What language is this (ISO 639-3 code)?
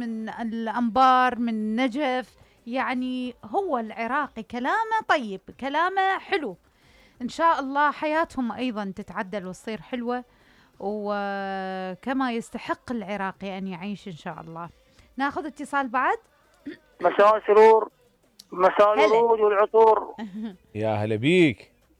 acm